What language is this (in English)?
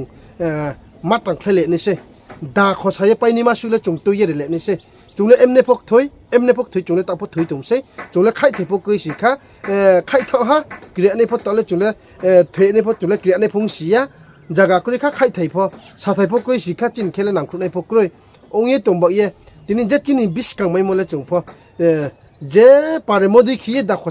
Riang (India)